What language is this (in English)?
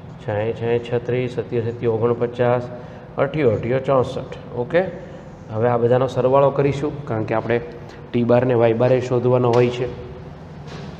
Gujarati